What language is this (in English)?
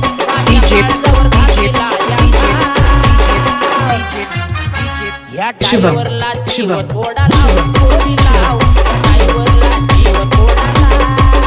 Marathi